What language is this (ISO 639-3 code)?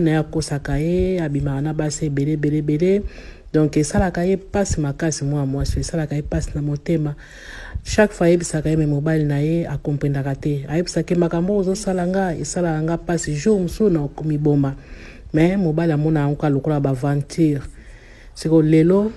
lin